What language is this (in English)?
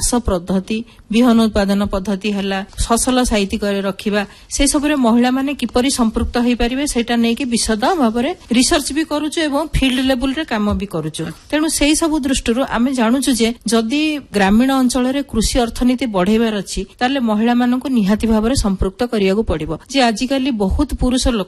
Odia